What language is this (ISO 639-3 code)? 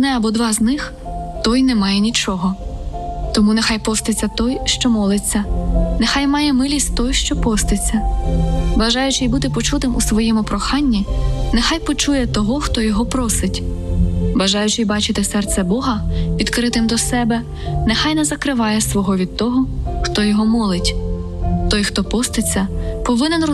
ukr